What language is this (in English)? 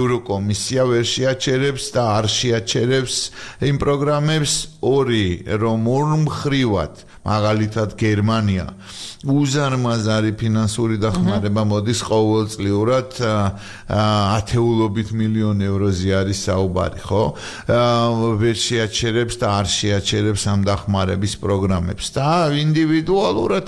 Georgian